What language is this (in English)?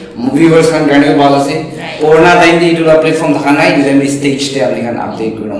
Naga Pidgin